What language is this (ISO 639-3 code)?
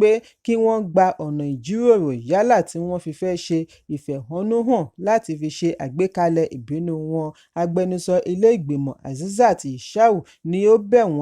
yor